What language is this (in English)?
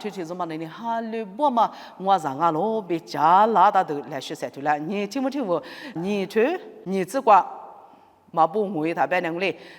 Lisu